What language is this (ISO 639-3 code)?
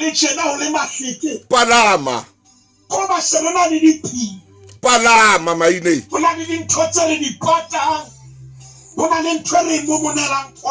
sot